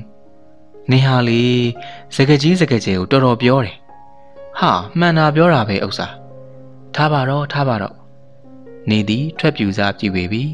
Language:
Burmese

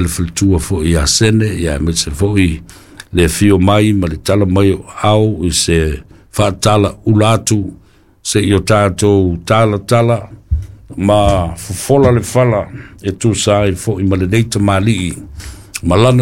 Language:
Samoan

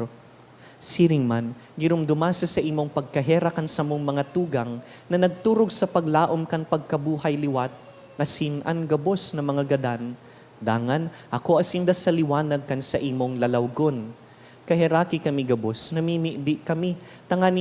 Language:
Bikol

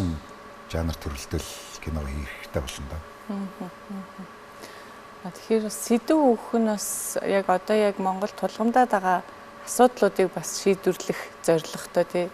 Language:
Mongolian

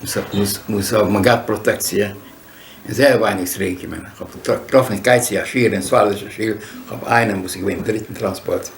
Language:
Yiddish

